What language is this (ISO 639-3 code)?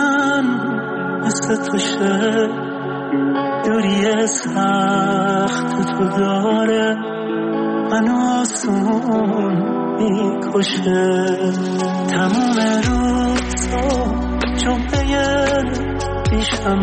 fas